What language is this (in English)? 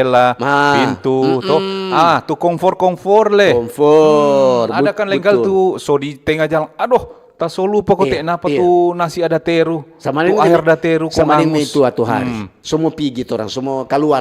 Manado Malay